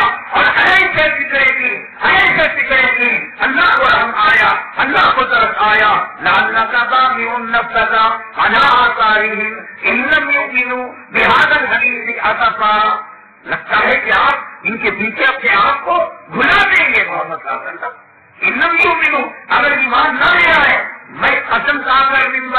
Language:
Urdu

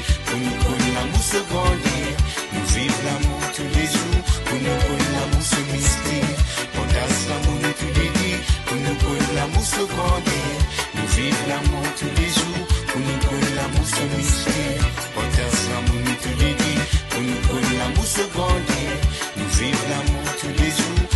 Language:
Morisyen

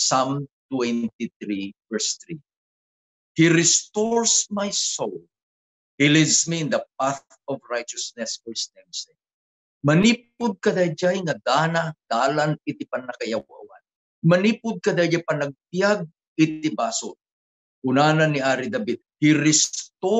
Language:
Iloko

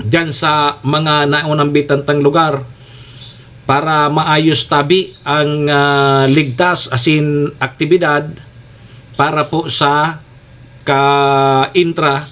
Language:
Bikol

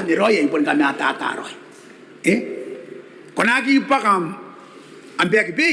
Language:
Gilbertese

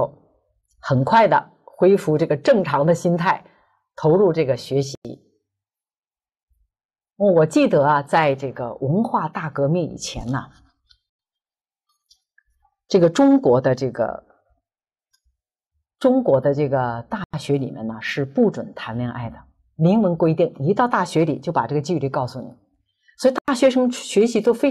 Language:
Chinese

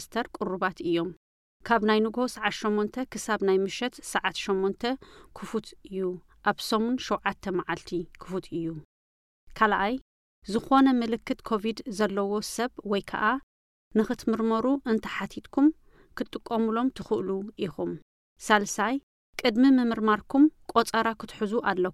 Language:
Tigrinya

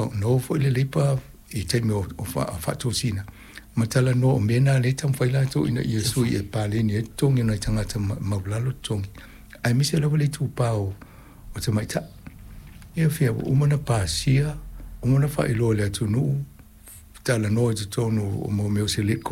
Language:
Samoan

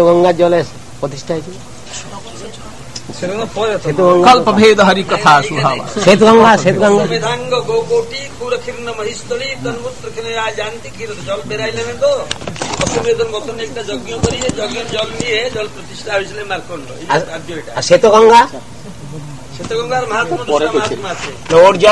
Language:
Bangla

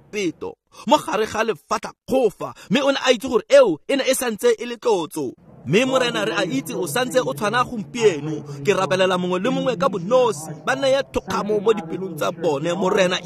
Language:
Tswana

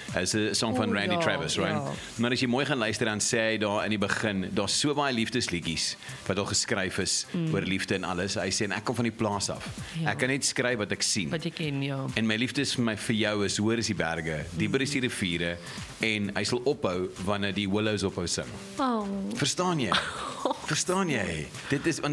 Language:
Afrikaans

